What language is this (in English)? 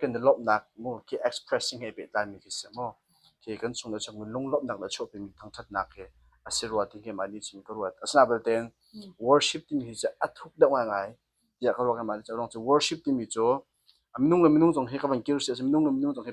Hakha Chin